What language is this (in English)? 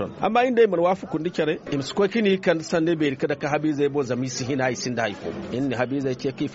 Zarma